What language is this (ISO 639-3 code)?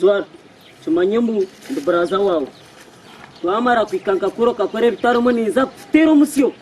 nyn